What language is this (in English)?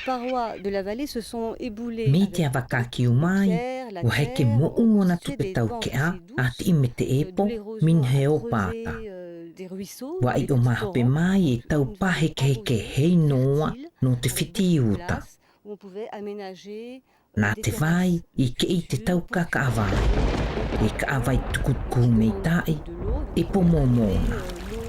South Marquesan